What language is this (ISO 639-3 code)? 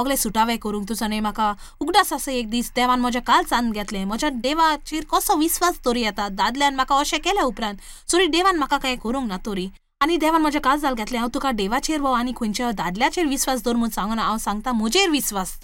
kok